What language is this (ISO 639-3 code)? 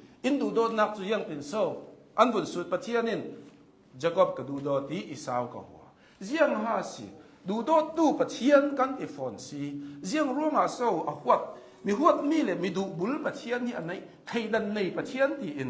cnh